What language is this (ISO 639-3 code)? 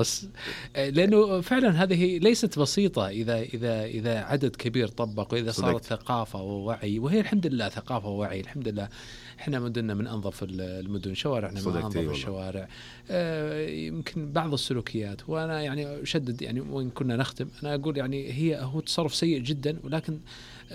ars